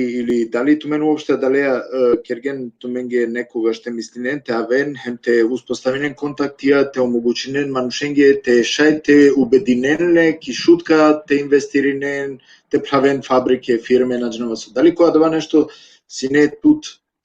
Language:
Balkan Romani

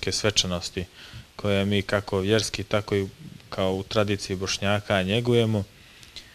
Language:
Bosnian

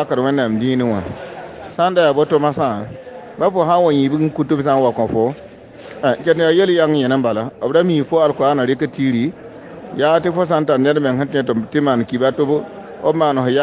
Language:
Mossi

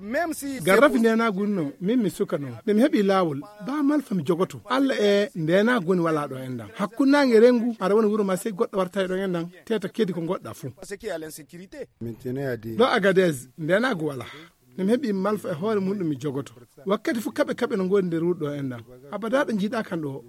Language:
Fula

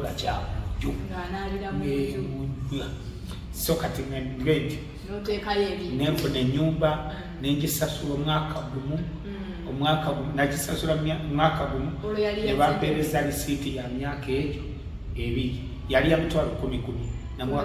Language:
Ganda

